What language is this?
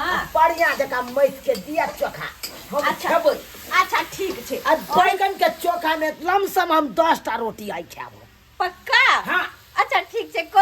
Maithili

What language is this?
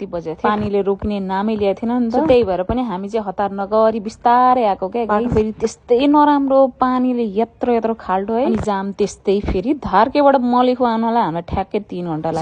Nepali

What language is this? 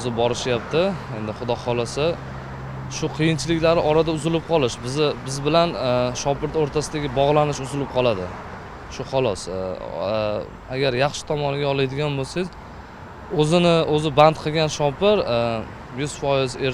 Uzbek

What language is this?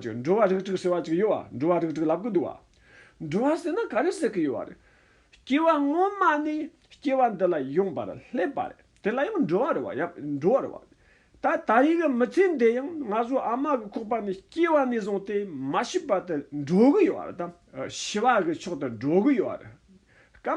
Tibetan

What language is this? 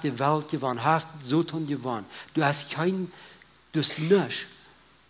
Plautdietsch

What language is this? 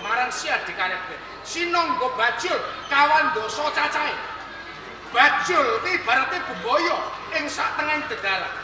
Javanese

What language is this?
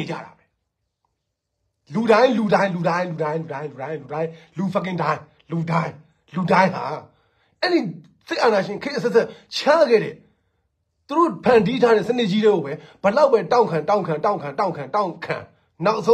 Burmese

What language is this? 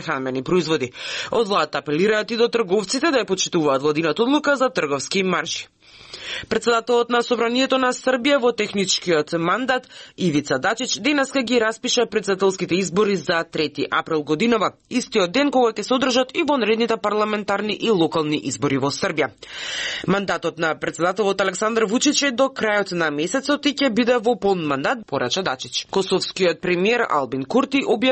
Macedonian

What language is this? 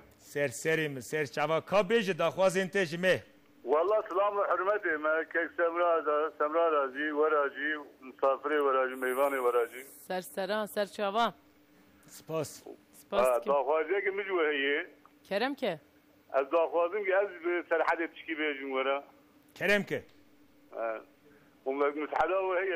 Kurdish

